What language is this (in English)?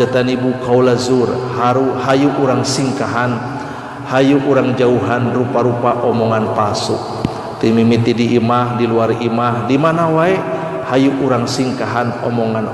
Sundanese